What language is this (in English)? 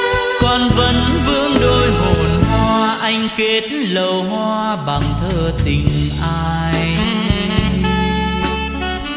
Vietnamese